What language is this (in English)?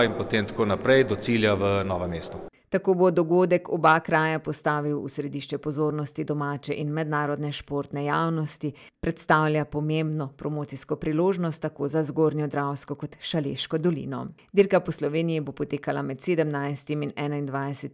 Slovenian